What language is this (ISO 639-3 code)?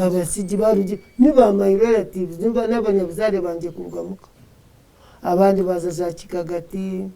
nyn